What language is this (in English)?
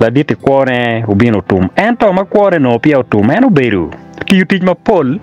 Acoli